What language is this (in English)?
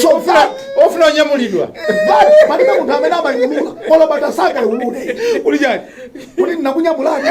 Nyanja